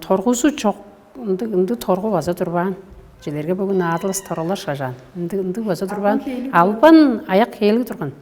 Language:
Tuvinian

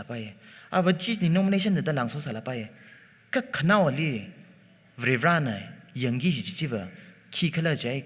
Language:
Tangkhul Naga (India)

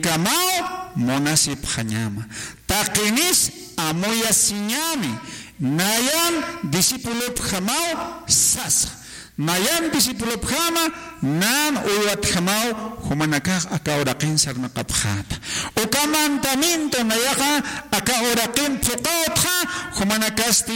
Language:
Aymara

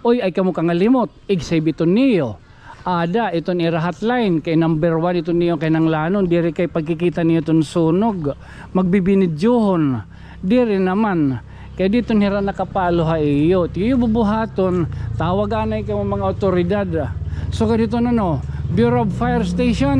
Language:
Waray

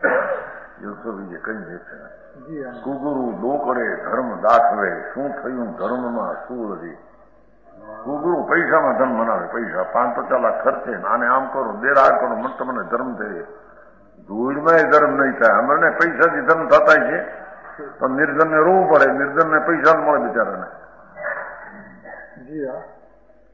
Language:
Gujarati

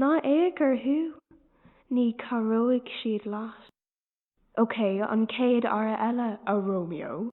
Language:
Irish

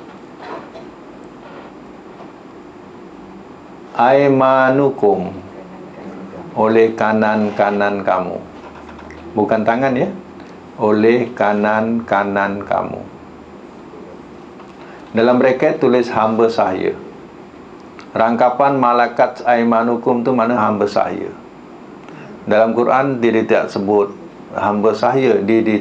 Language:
Malay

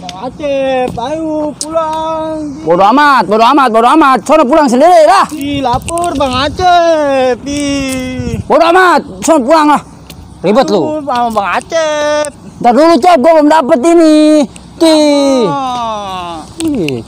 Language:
Betawi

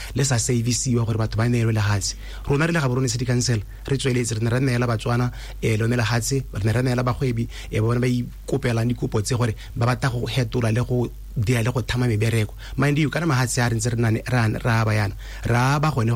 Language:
Tswana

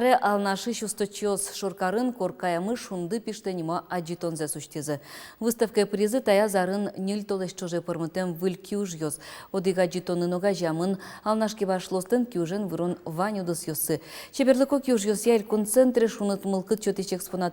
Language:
Udmurt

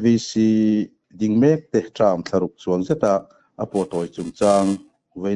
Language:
Mizo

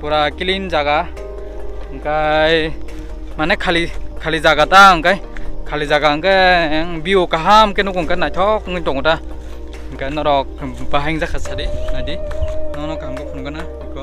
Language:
Kok Borok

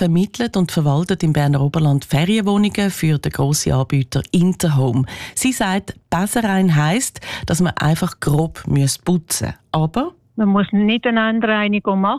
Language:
German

